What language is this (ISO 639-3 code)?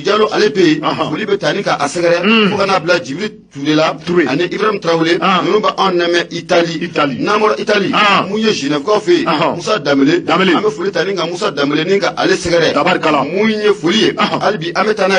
bam